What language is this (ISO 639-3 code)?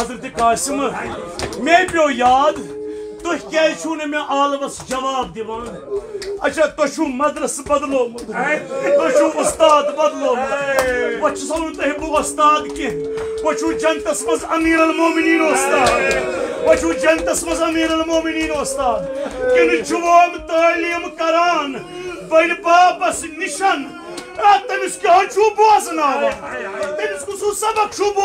kas